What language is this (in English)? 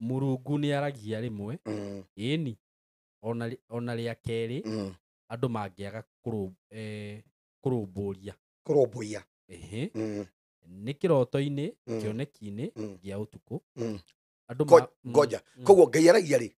Kikuyu